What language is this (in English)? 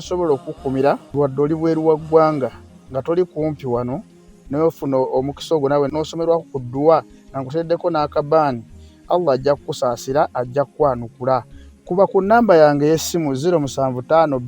Ganda